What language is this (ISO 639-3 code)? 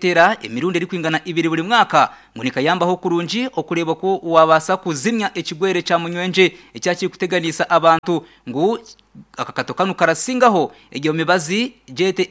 nyn